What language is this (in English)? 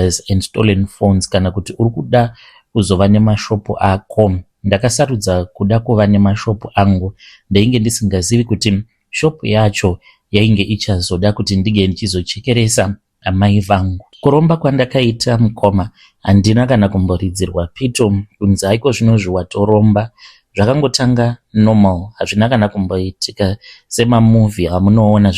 Shona